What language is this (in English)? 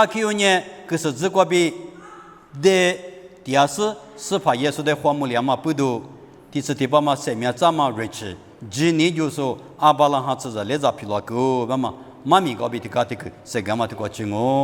Lisu